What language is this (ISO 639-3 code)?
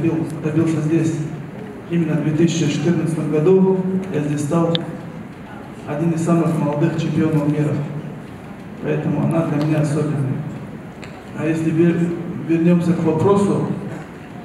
rus